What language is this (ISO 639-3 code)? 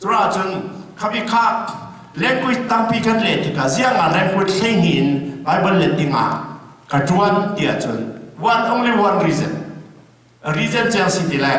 cnh